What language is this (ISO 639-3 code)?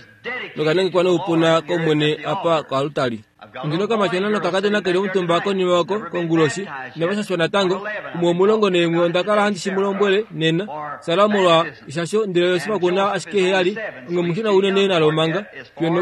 kua